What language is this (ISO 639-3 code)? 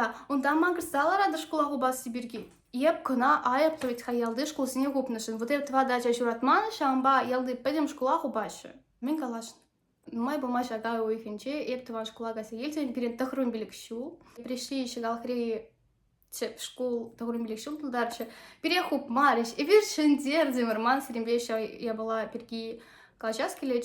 chv